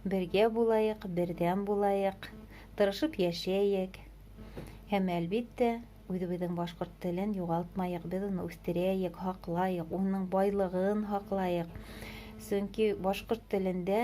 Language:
Bashkir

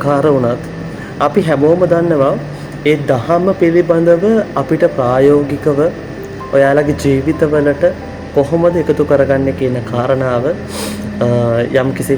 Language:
Sinhala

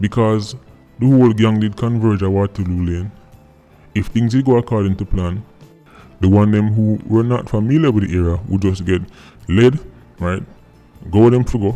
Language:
Jamaican Creole English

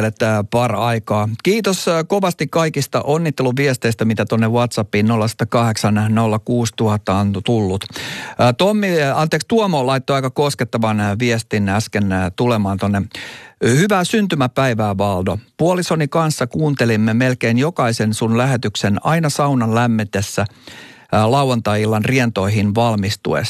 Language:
Finnish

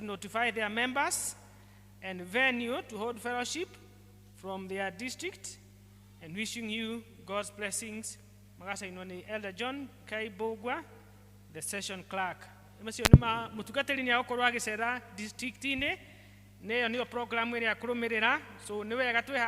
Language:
Kikuyu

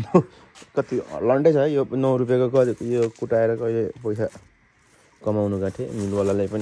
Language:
Nepali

